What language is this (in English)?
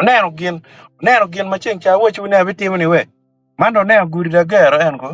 Acoli